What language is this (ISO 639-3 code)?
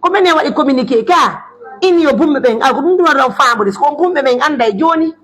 fuf